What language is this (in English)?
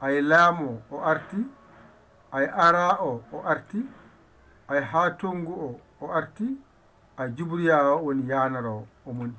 Fula